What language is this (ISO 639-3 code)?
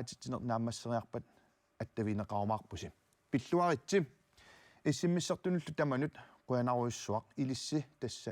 kal